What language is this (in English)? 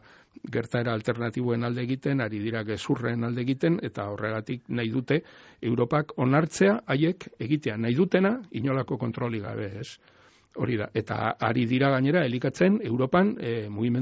Basque